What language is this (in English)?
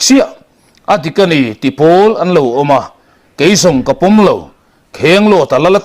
Mizo